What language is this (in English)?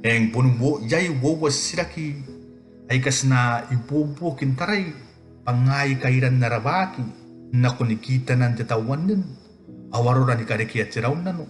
Gilbertese